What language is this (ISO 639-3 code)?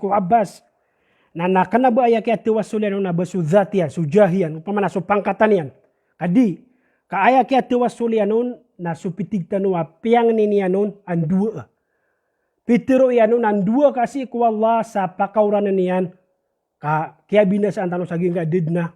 mrw